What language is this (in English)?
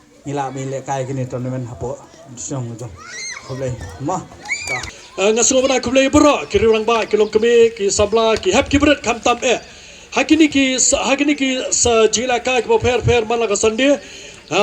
Khasi